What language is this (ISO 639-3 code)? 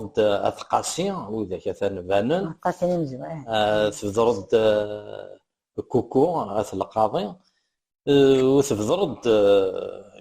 kab